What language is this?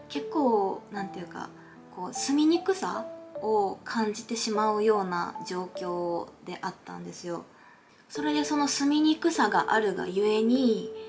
Japanese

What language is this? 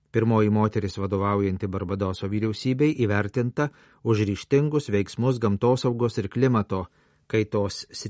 Lithuanian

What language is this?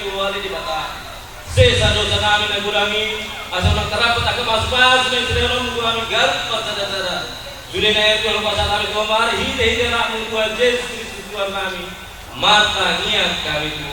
Batak Toba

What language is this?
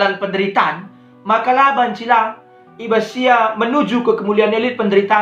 Batak Karo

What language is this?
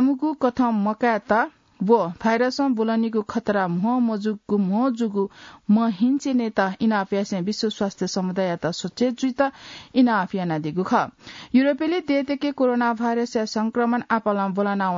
Newari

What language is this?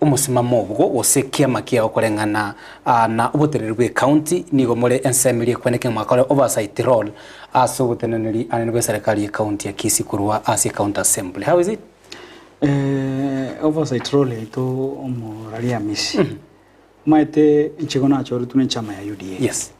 Gusii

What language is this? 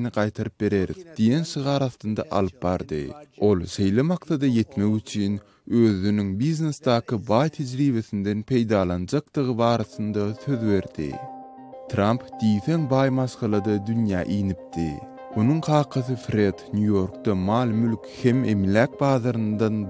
Turkmen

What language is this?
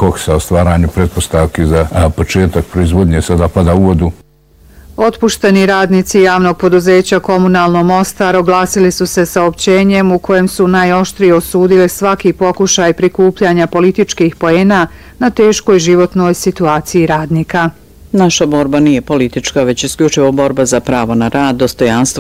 Bosnian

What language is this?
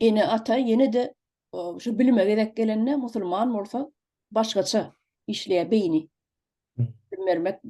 Turkmen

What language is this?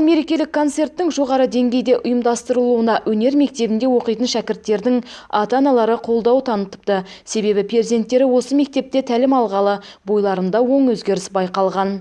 Kazakh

